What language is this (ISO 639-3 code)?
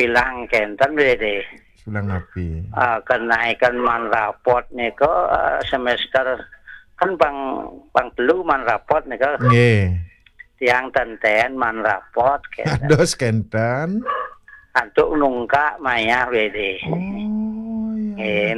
ban